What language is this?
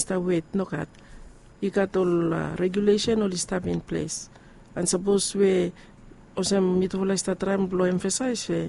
Bislama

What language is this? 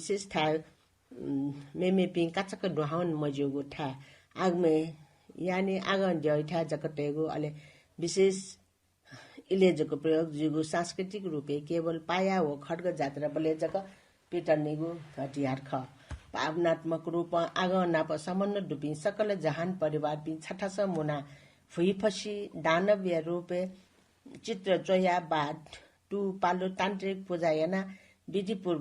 Newari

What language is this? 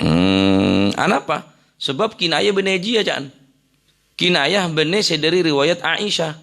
Madurese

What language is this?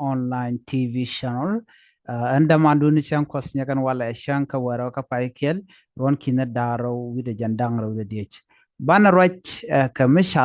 Nuer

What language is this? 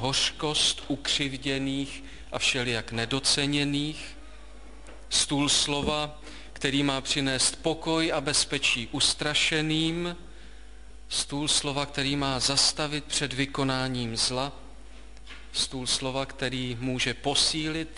Czech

